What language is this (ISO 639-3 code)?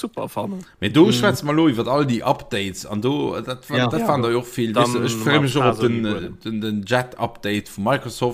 ltz